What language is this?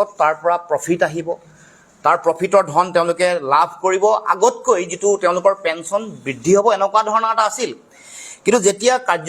Assamese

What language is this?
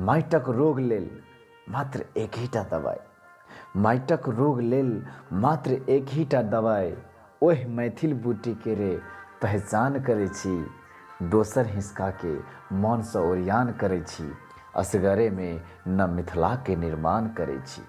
Maithili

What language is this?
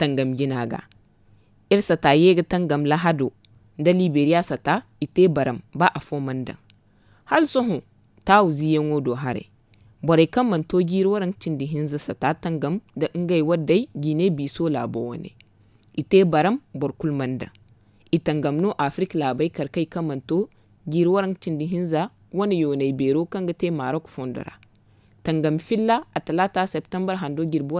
Zarma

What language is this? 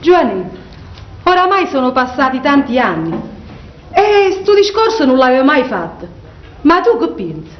Neapolitan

